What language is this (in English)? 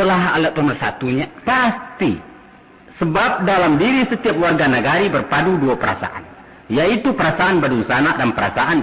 Minangkabau